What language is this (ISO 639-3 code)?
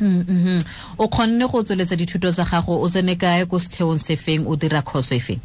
tsn